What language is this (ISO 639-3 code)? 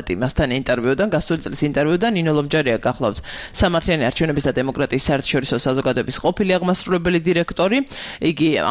kat